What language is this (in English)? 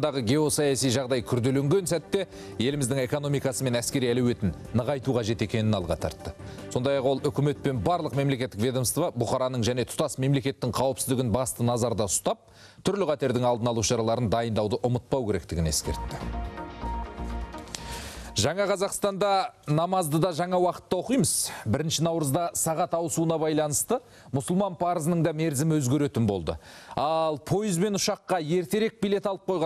Kazakh